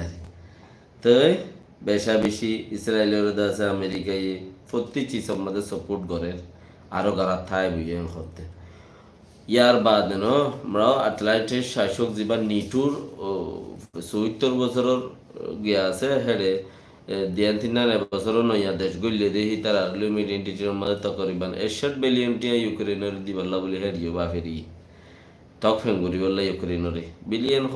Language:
Rohingya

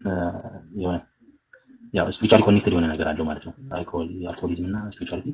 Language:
Amharic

